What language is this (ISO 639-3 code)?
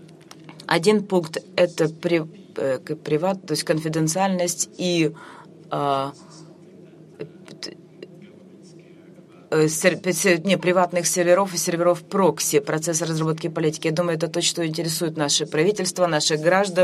rus